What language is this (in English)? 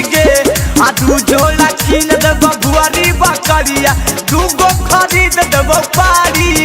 Magahi